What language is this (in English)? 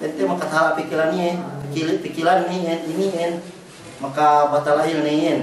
Yakan